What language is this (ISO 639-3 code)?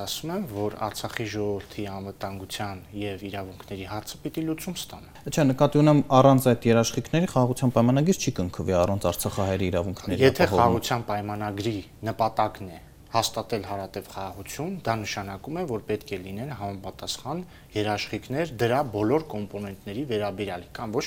hye